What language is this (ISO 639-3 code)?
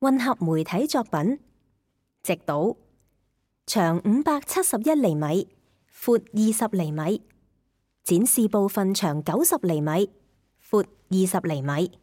yue